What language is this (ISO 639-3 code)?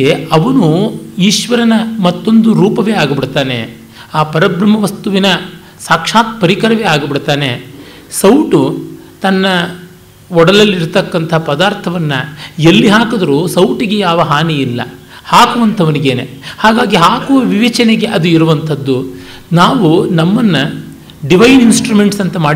kan